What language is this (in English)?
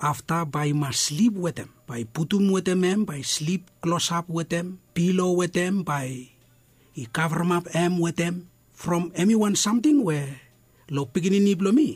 Bislama